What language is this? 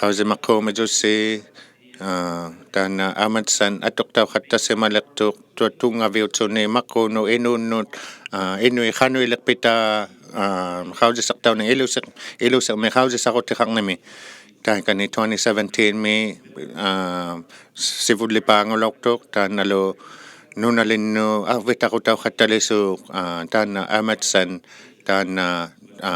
Inuktitut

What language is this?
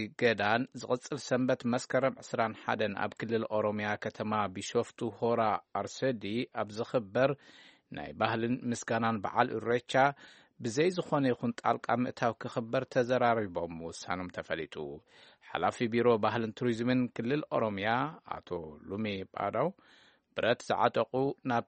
Tigrinya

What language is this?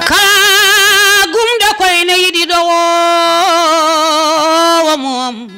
Fula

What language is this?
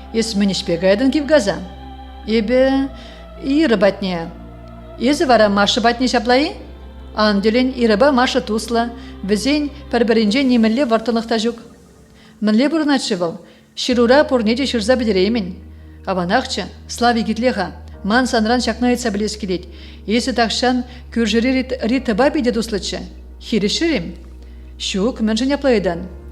Chuvash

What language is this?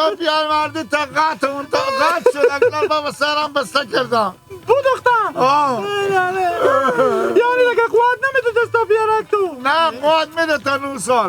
Hazaragi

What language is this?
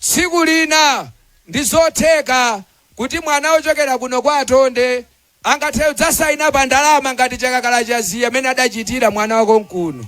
Nyanja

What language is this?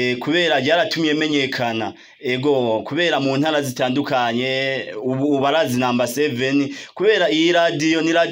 Rundi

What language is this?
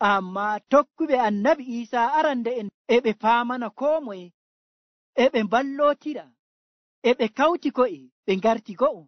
Nigerian Fulfulde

